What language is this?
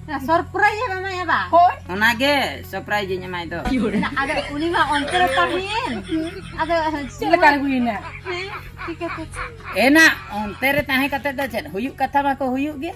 Santali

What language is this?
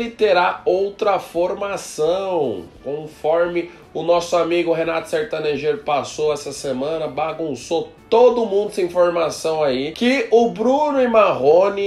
Portuguese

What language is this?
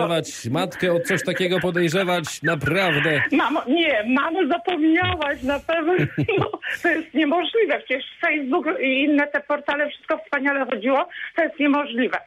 Polish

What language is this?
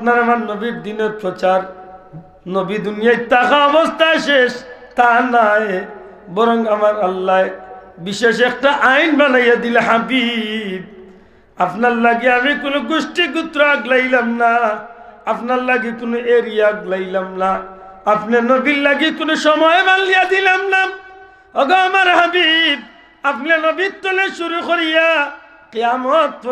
Sylheti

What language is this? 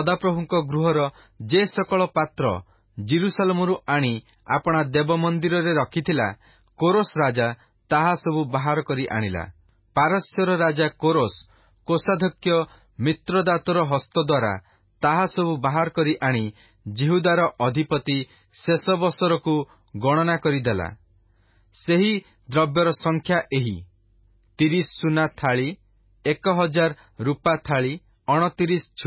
Odia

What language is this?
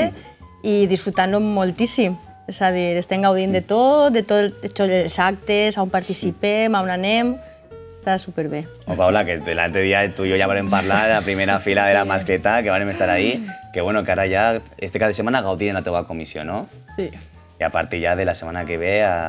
Catalan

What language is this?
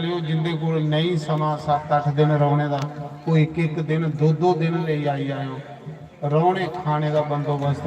Dogri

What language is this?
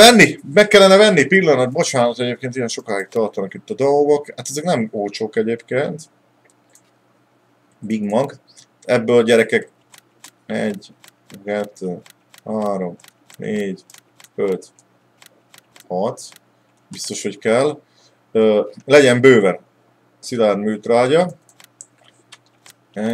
Hungarian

